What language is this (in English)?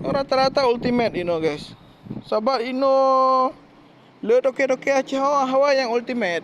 Achinese